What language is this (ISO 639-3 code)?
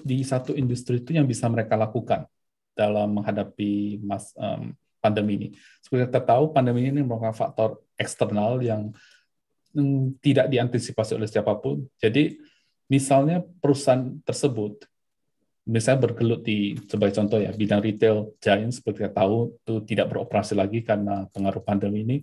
ind